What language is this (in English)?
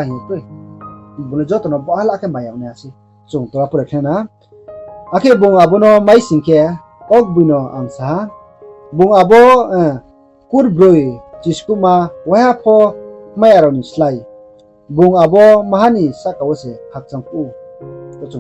Riang (India)